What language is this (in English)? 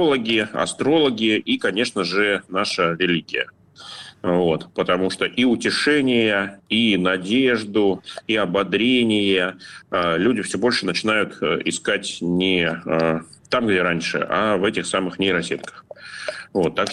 Russian